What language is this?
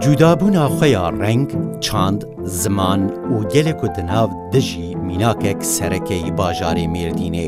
Kurdish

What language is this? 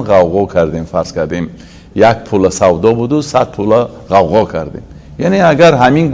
Tajik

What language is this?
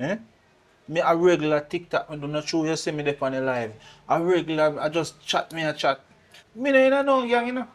Jamaican Creole English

